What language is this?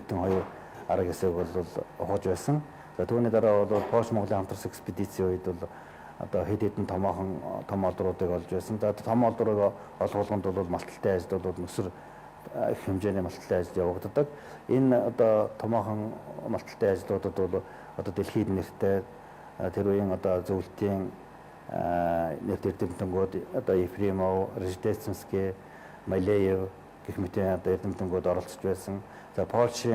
Mongolian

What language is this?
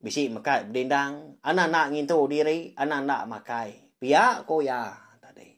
Iban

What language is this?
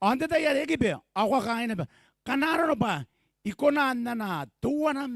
Gilbertese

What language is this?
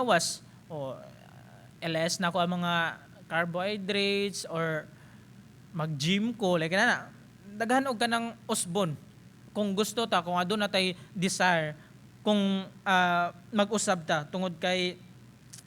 Cebuano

